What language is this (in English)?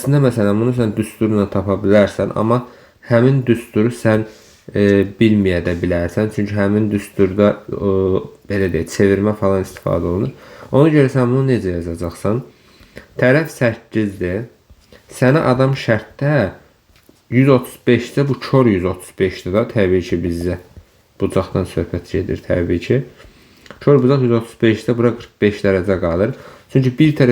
Azerbaijani